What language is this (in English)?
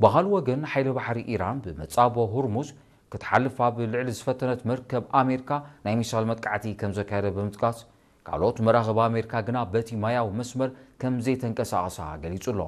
Tigrinya